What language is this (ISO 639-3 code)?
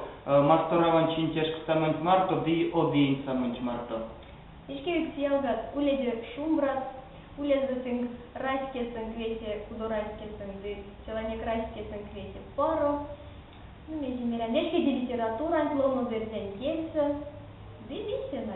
myv